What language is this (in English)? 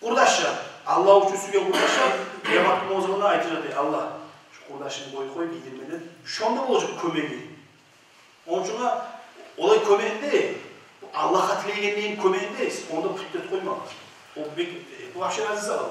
Kumyk